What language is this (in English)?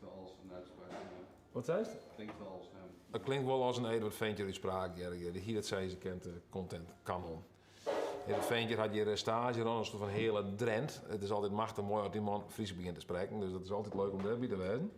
Western Frisian